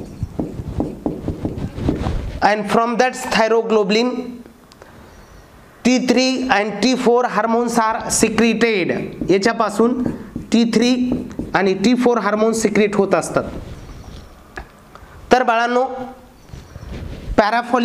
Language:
Marathi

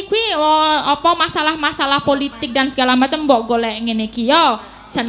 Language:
Javanese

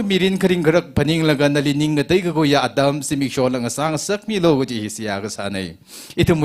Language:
Tangkhul Naga (India)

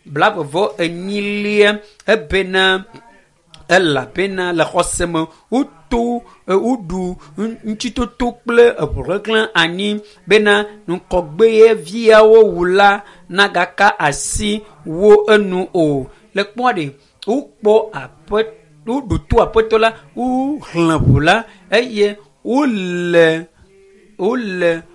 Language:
Ewe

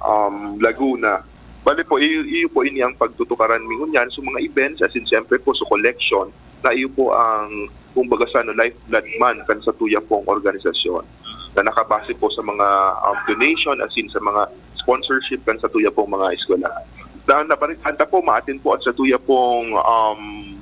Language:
Bikol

